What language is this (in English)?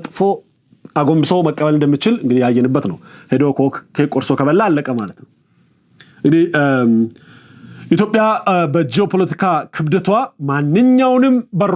Amharic